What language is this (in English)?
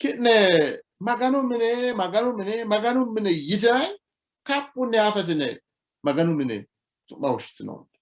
Sidamo